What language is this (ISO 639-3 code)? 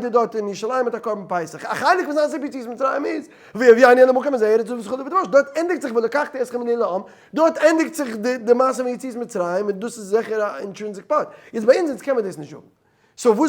yid